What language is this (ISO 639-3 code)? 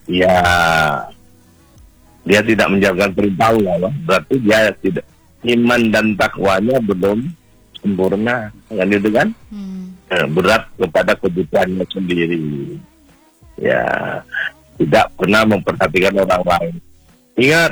ind